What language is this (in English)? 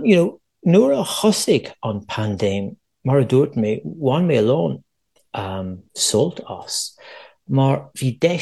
Irish